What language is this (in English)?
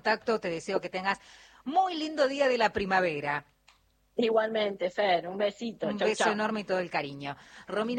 Spanish